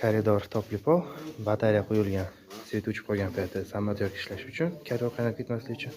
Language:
Uzbek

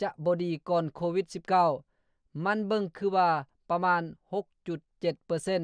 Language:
Lao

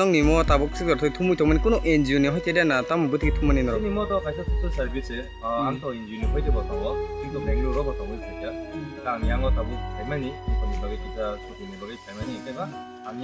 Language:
Kok Borok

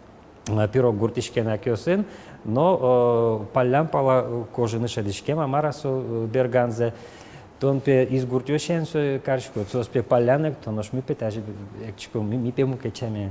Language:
Udmurt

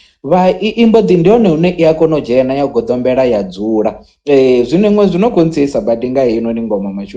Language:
Venda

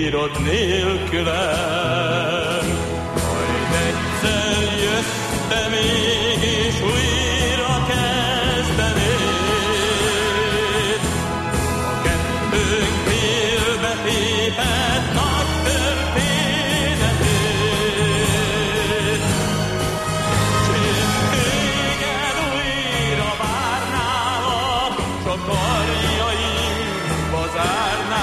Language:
Hungarian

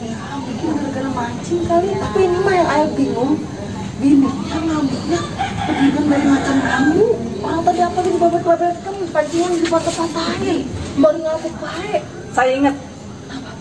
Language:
Betawi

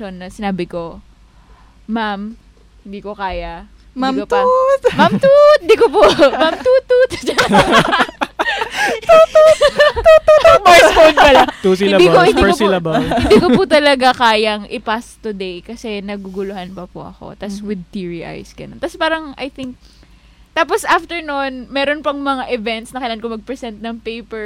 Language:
Filipino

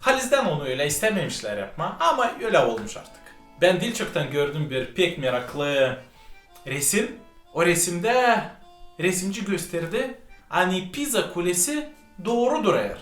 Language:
Gagauz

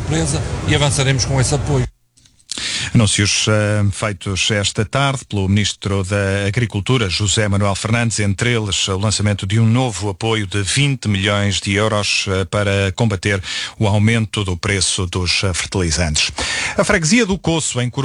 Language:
Portuguese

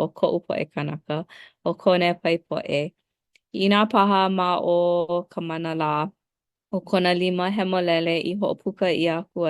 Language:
Hawaiian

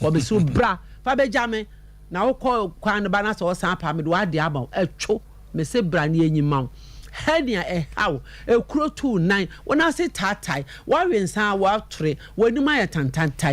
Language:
Akan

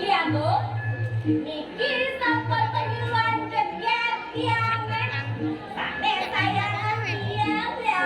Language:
Balinese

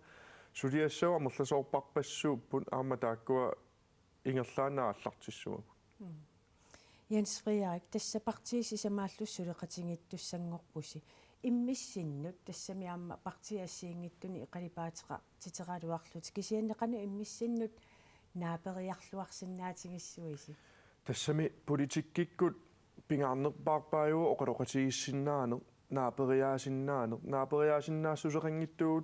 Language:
Kalaallisut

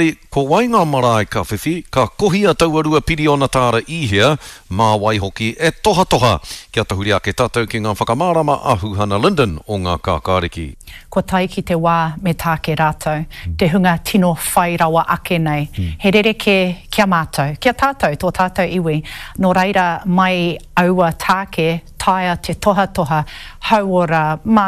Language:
Māori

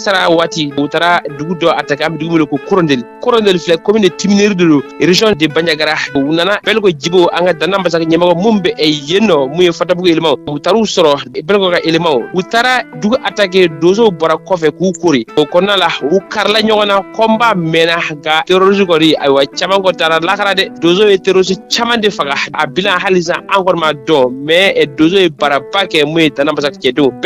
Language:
Bambara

